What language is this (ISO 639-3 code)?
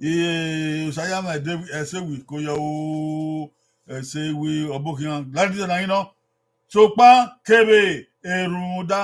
bin